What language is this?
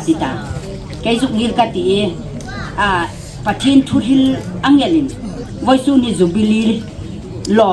Hmar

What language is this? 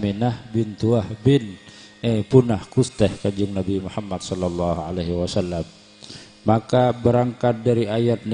Madurese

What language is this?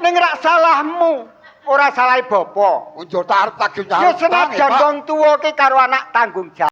Javanese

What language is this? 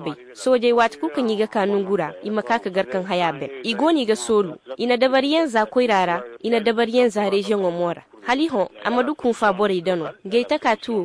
Koyraboro Senni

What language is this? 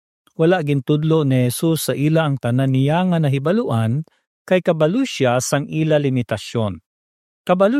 Hiligaynon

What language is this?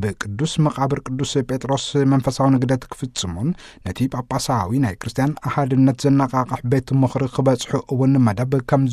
Tigrinya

